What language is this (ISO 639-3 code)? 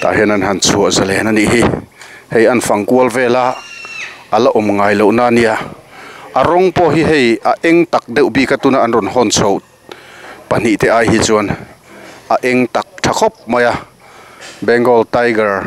lus